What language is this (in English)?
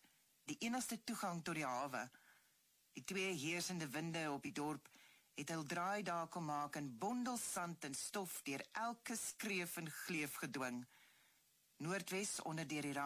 Afrikaans